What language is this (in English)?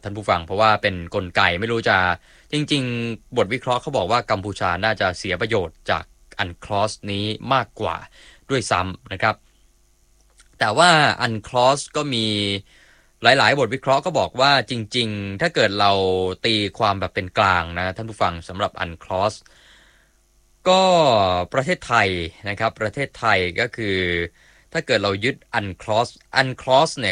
Thai